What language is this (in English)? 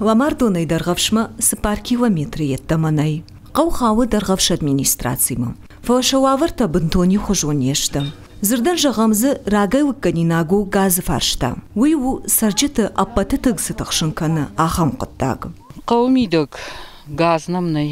Ossetic